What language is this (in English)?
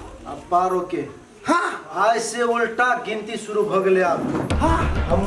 Maithili